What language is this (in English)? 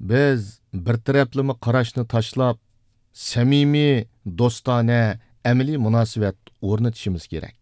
Uyghur